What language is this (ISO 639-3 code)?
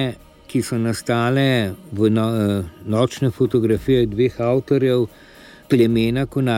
slv